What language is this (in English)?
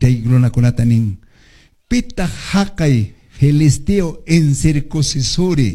Quechua